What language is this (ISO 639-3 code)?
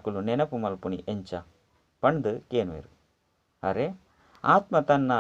tcy